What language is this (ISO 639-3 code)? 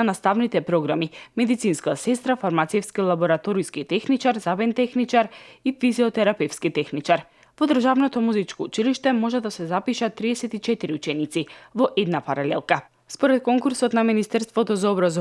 mkd